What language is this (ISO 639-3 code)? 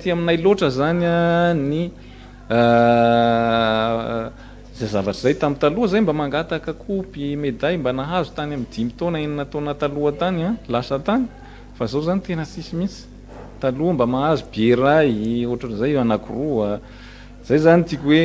mlg